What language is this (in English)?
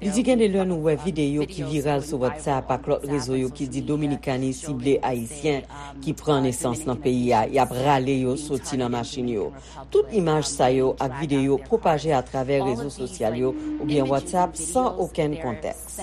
Haitian Creole